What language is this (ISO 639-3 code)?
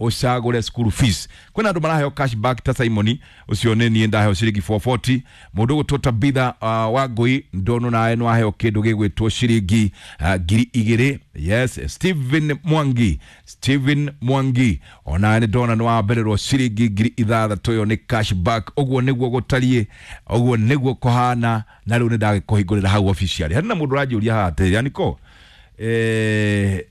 kik